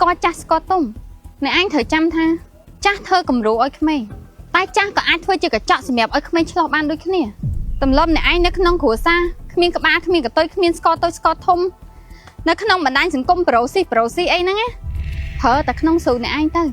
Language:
Khmer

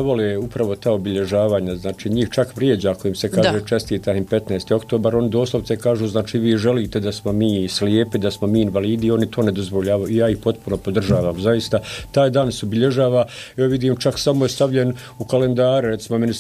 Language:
Bosnian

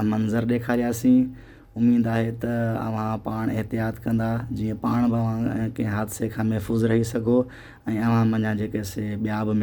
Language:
Sindhi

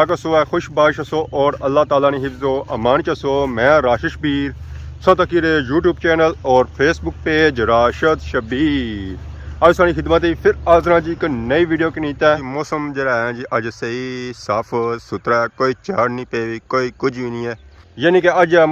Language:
Pahari-Potwari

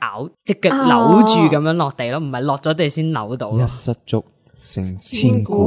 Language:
Cantonese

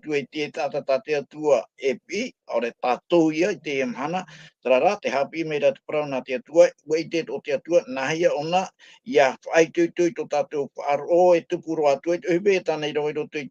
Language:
Tahitian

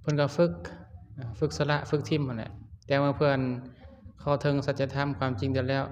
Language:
Lao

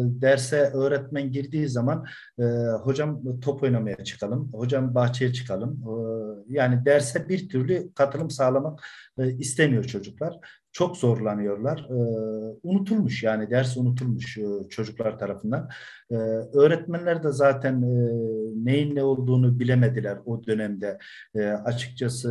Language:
Turkish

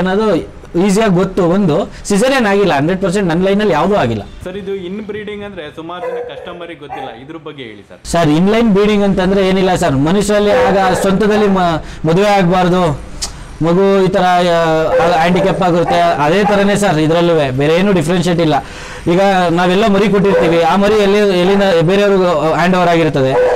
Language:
Kannada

